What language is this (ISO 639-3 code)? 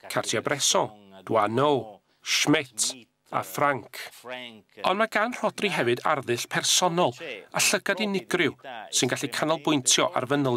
cym